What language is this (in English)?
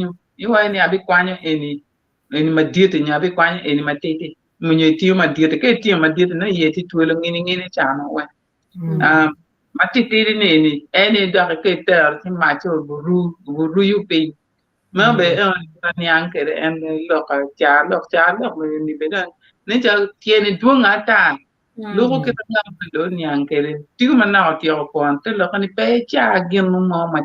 Acoli